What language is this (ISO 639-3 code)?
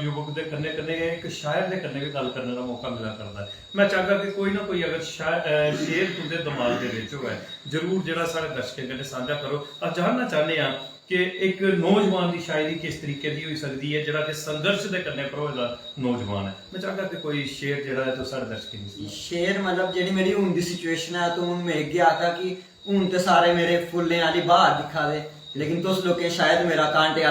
doi